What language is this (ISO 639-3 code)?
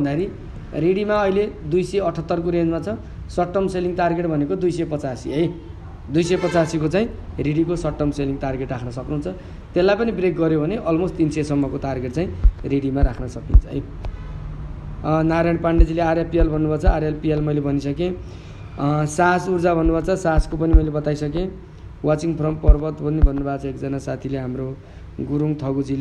nep